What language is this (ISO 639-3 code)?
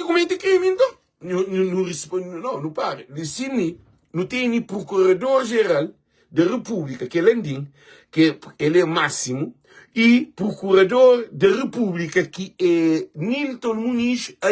kea